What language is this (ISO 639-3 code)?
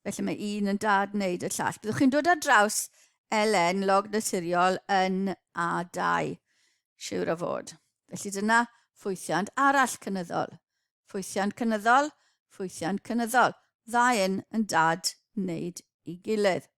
cym